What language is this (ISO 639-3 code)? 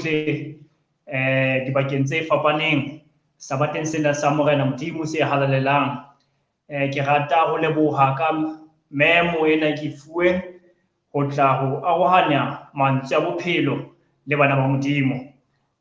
sot